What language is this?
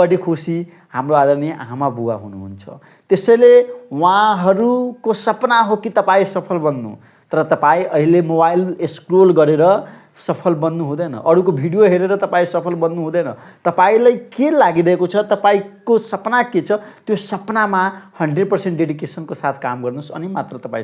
Nepali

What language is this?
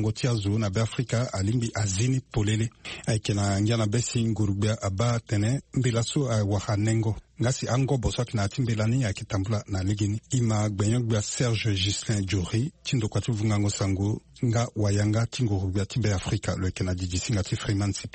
Sango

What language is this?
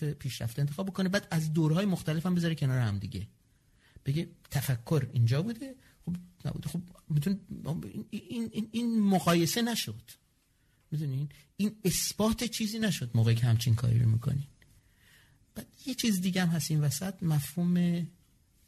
Persian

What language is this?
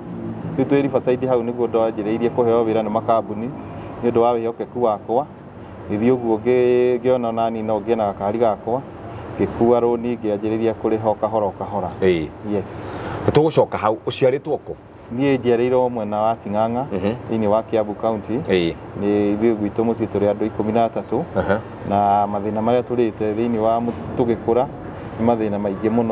Kikuyu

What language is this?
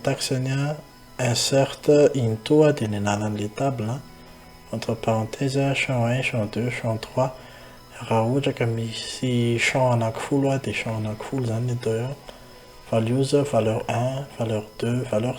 Malagasy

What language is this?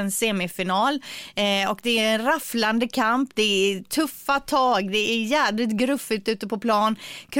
Swedish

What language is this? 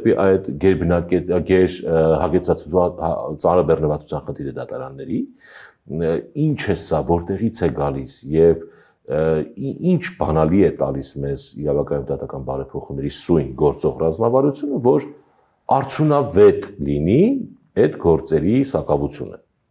Armenian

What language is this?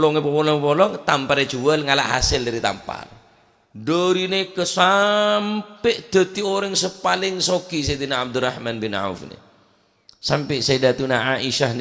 Madurese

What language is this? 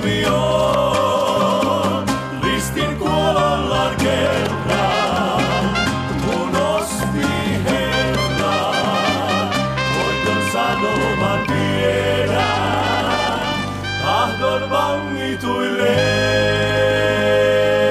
Finnish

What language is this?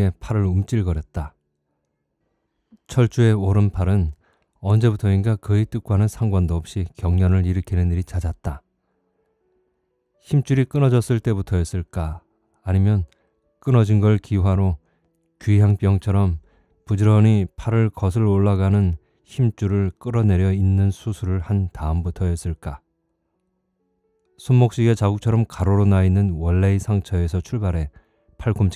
Korean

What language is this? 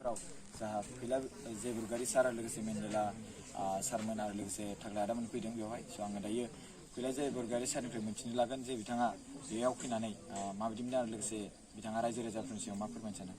Bodo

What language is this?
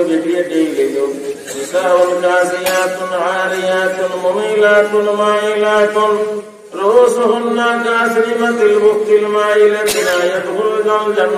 Sylheti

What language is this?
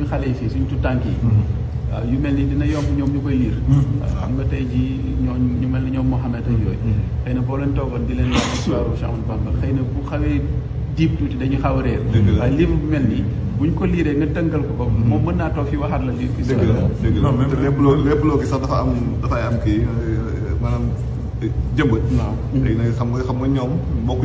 Wolof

